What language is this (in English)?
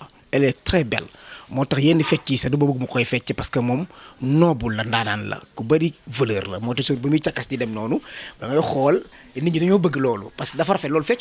Wolof